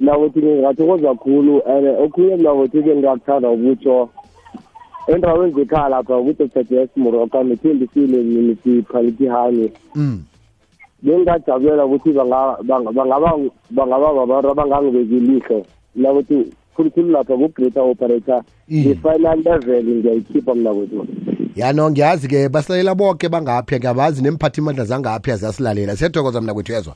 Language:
South Ndebele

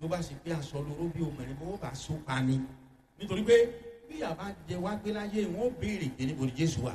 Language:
Yoruba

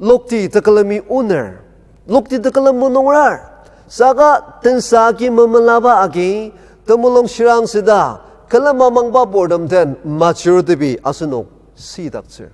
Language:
Ao Naga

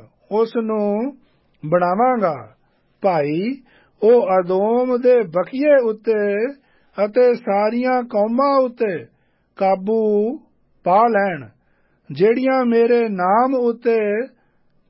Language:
Punjabi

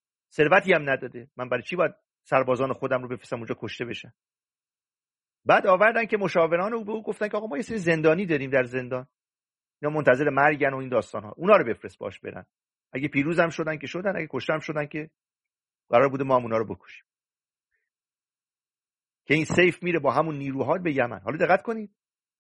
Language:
Persian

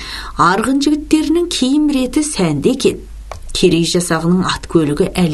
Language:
Kazakh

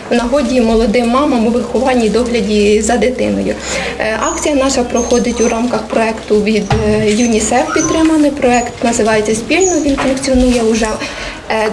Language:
Ukrainian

